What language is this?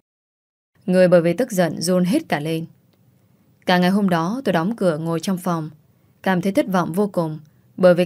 Vietnamese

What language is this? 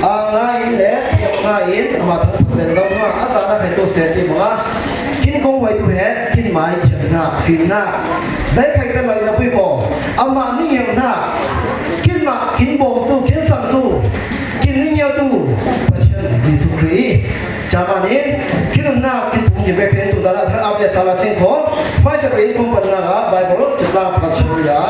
Falam Chin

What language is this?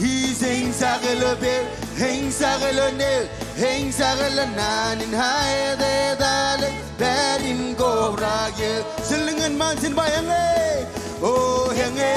Marshallese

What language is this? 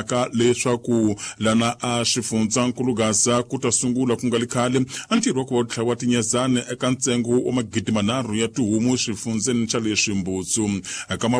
Tsonga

